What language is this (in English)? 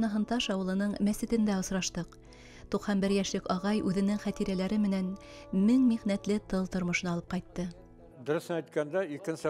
Bashkir